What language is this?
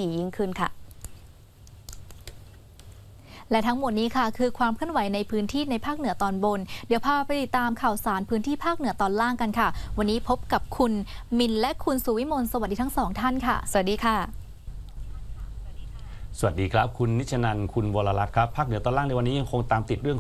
Thai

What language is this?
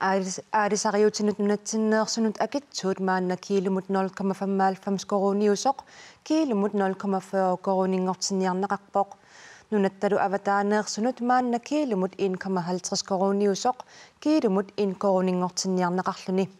Kalaallisut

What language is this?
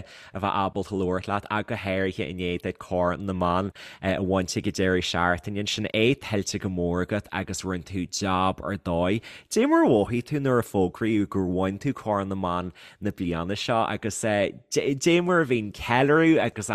Irish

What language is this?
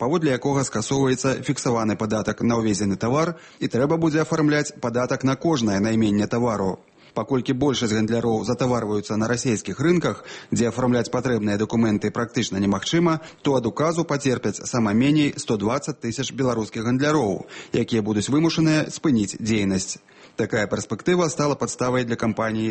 Belarusian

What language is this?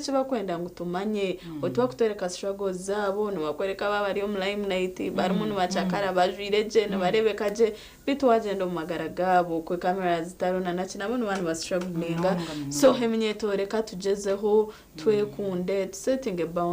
Nyankole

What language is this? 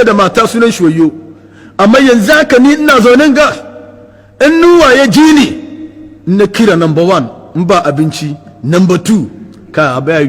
Hausa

